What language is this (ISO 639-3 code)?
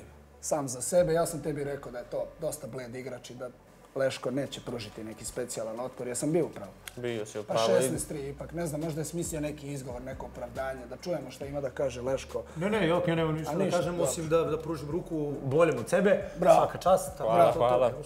srp